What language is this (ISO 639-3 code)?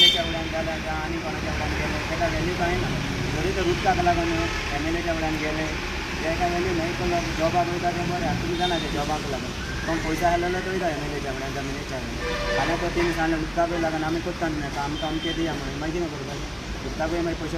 kok